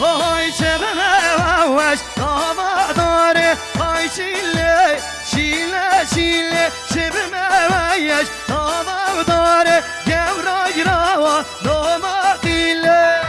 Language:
Kurdish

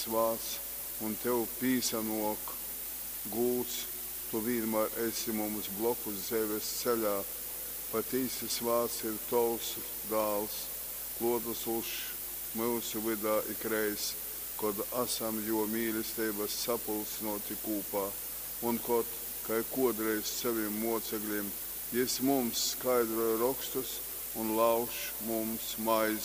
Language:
Latgalian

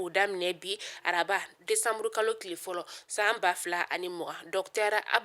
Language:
Bambara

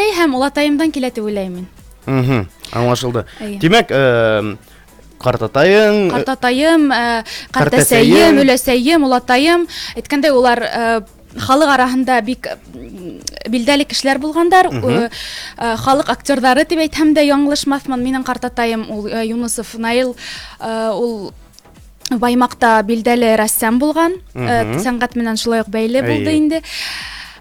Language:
Bashkir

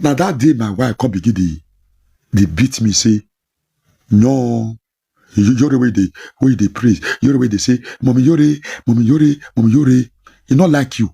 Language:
Nigerian Pidgin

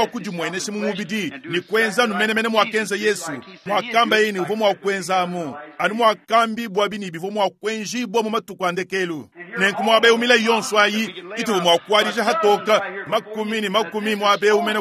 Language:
Luba-Lulua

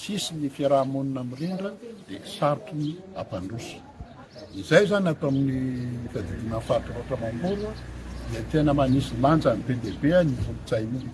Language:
Malagasy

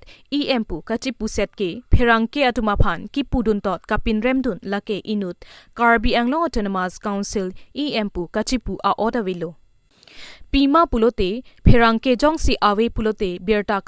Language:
Karbi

